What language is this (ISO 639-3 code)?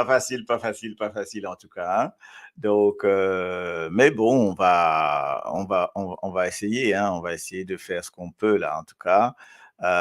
mfe